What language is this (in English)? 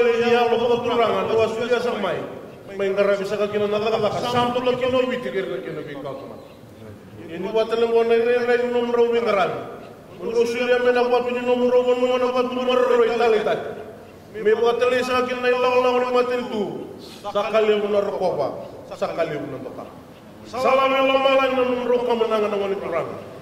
Fijian